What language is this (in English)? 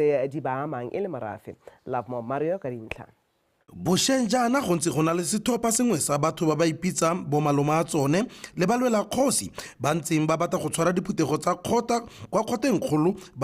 Tswana